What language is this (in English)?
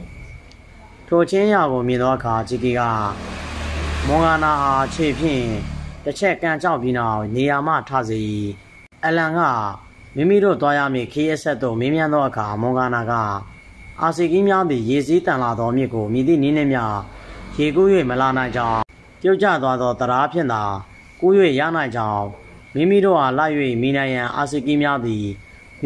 Burmese